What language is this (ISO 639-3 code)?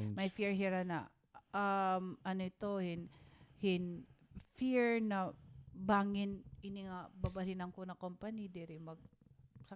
war